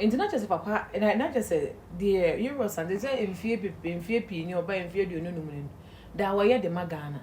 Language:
Akan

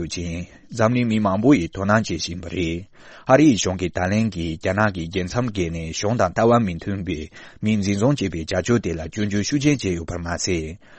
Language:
Tibetan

